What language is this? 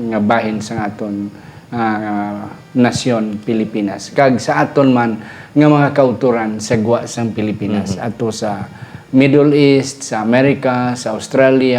Hiligaynon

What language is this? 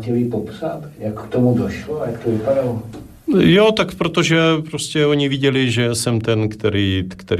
Czech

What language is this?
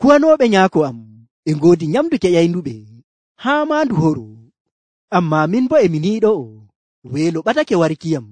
Nigerian Fulfulde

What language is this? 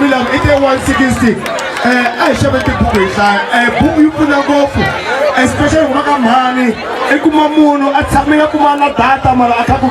Tsonga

